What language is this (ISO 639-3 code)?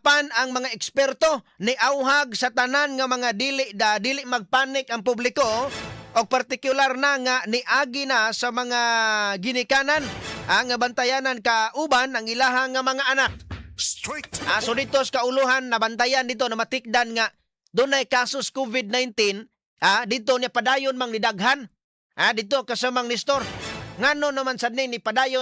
ceb